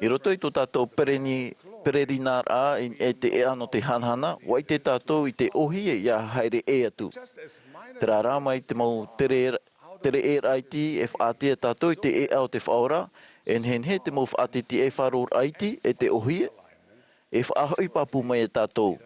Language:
Tahitian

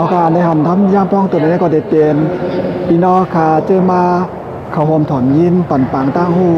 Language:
Shan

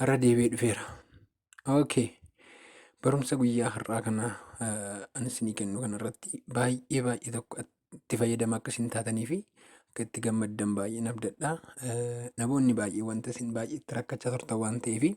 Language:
Oromo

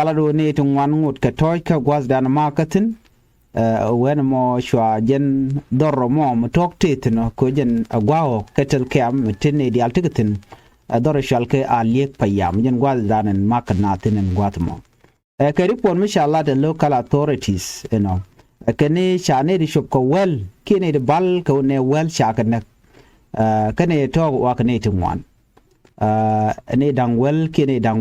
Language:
Nuer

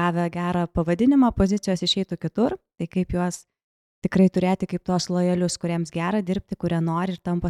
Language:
Lithuanian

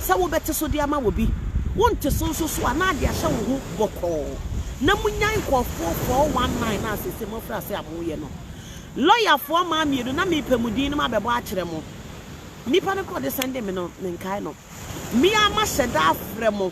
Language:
Akan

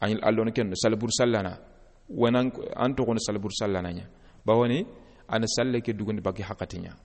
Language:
Soninke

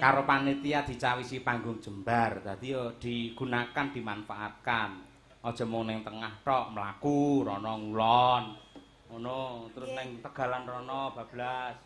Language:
Javanese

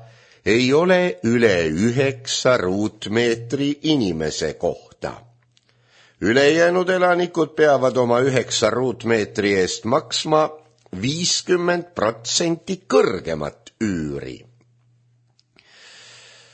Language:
Estonian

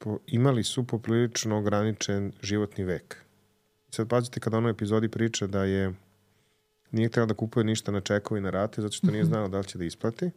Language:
Serbian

